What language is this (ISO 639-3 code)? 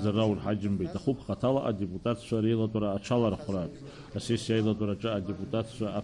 abk